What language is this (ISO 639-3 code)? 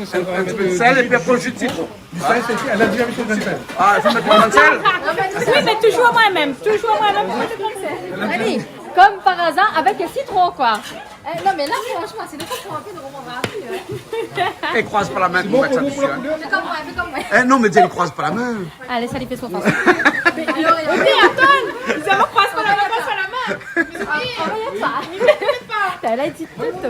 rcf